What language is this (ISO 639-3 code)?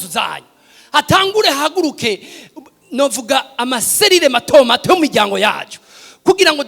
run